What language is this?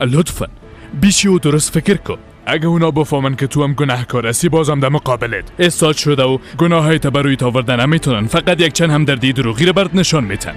Persian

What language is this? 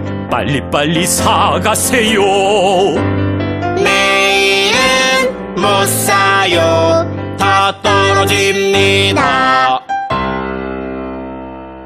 Korean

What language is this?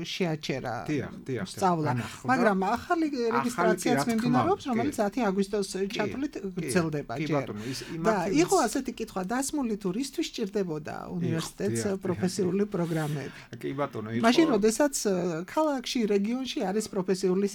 Georgian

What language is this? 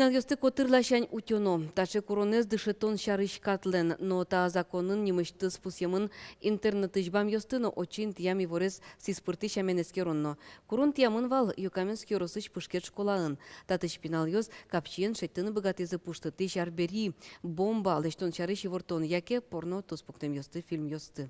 Udmurt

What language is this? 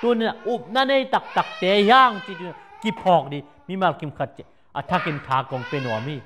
Tedim Chin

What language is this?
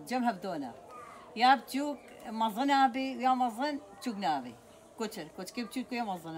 Kurdish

